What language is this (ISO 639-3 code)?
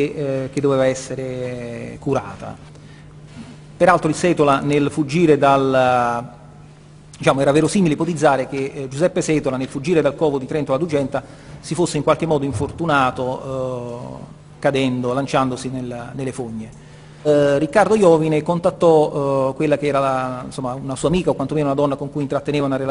ita